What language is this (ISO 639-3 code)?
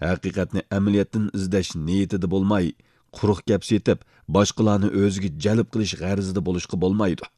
uig